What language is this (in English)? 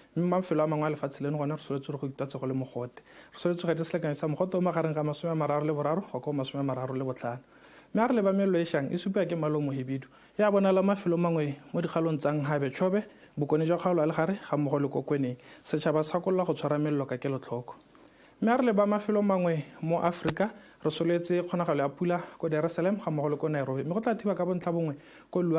Tswana